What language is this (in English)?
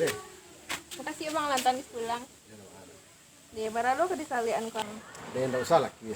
Minangkabau